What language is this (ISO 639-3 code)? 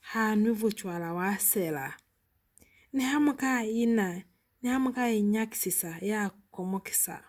loz